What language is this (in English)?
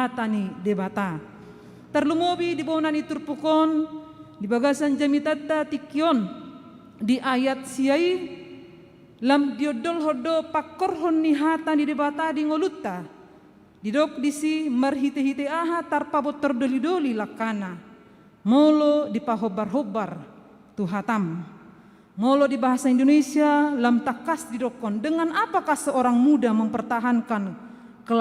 Batak Toba